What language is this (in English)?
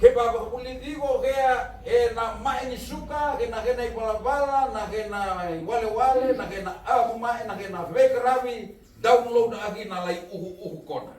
Fijian